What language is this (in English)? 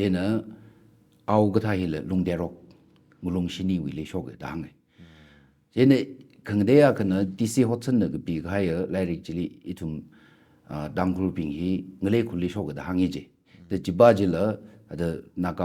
Tangkhul Naga (India)